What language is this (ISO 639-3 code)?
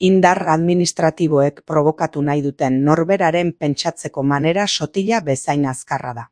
eus